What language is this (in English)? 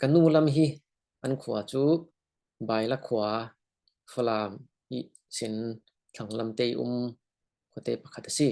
Falam Chin